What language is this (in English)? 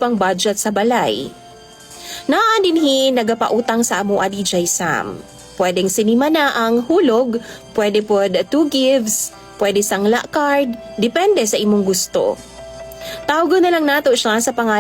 Cebuano